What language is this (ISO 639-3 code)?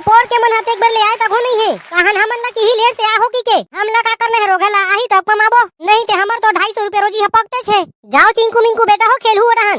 hne